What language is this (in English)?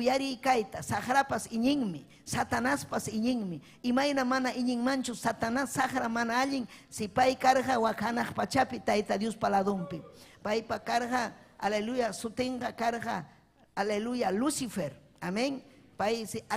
Ayacucho Quechua